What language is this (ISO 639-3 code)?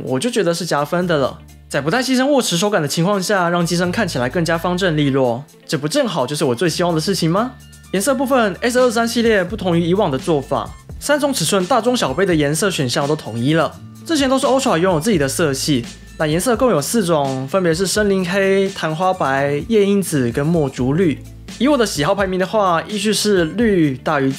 zho